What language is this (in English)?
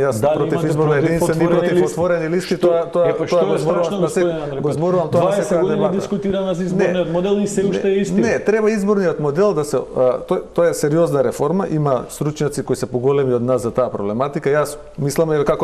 Macedonian